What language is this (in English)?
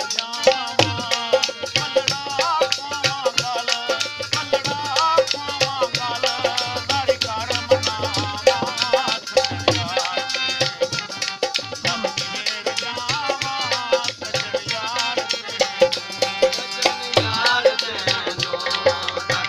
Punjabi